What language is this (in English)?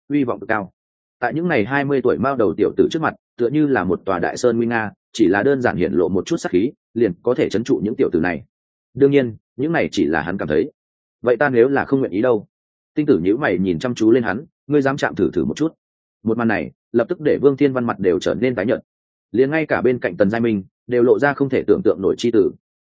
Vietnamese